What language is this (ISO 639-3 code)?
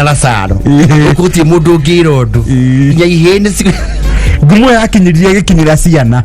kik